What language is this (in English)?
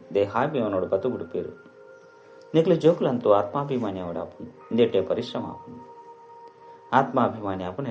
Tulu